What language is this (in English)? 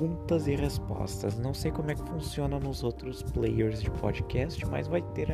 Portuguese